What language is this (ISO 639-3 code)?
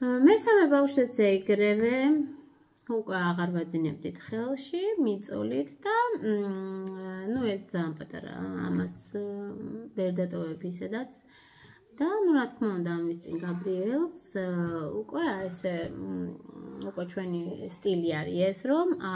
kat